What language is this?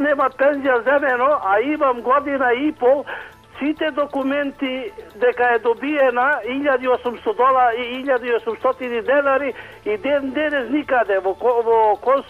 Macedonian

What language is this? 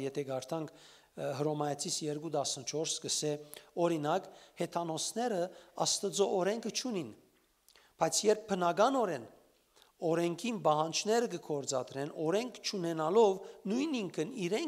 Western Armenian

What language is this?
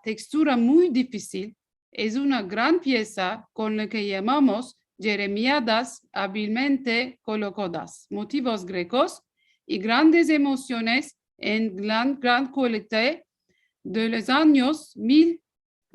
Ladino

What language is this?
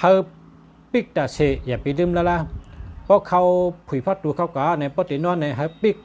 Shan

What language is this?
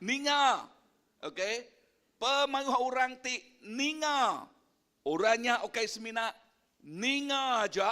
Iban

